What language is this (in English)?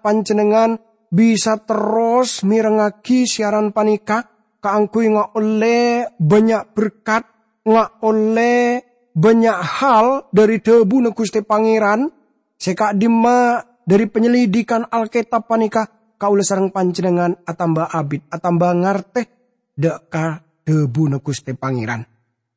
Madurese